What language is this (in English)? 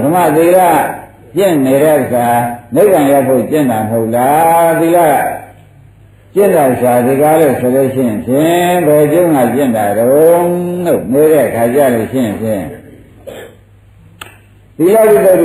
Burmese